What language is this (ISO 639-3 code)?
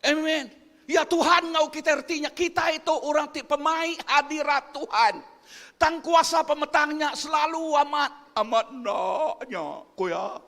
iba